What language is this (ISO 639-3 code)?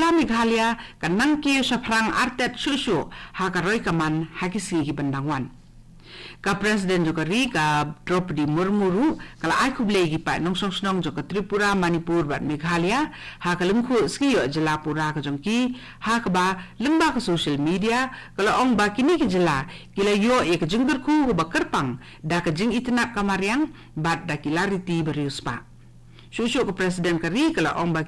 kha